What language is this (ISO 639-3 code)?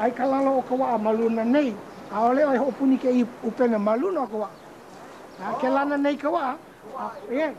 haw